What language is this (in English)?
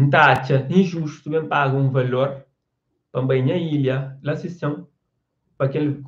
Kabuverdianu